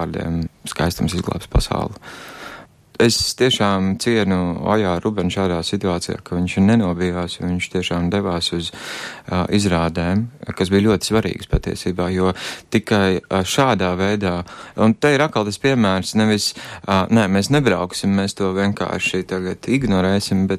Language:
Latvian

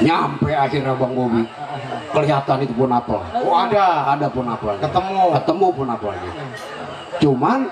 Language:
Betawi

